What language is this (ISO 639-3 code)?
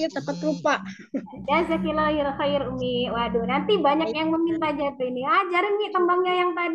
ind